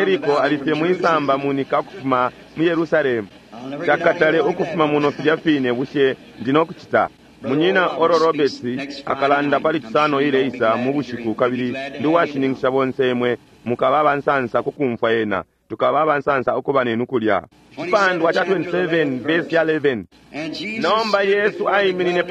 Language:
Bemba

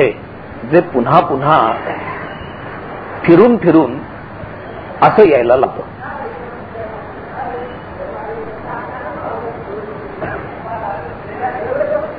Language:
Marathi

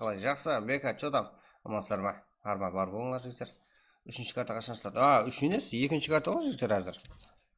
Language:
Kara-Kalpak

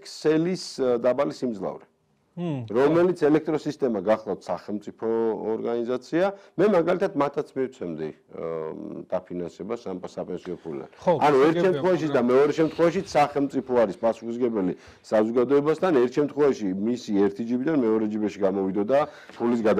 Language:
Georgian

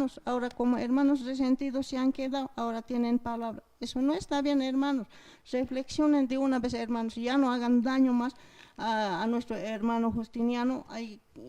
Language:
Aymara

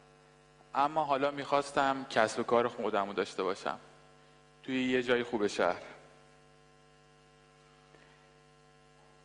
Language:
Persian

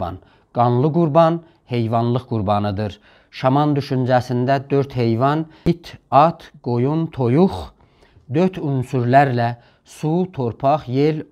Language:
South Azerbaijani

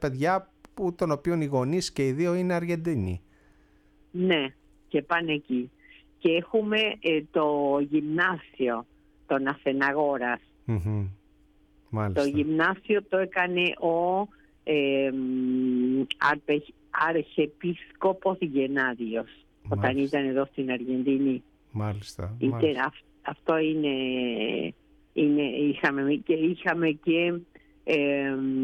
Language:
Greek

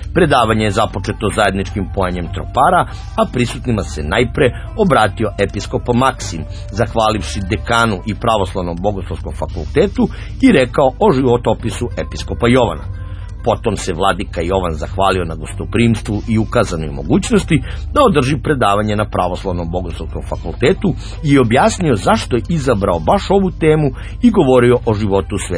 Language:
Serbian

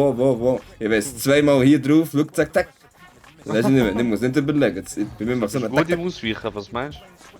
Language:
Swiss German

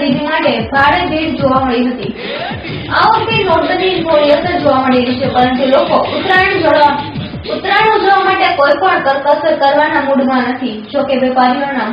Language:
Gujarati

